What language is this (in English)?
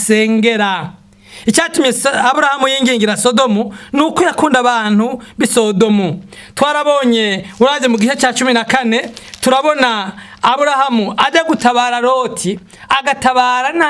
Rundi